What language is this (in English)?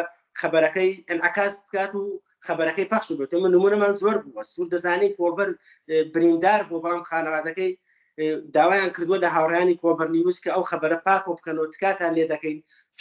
Central Kurdish